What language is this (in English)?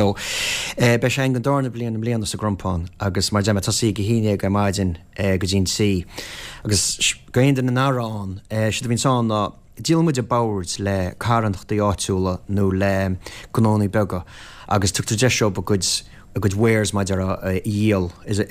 Irish